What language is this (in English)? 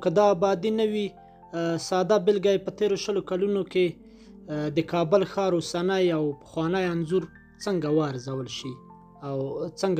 Pashto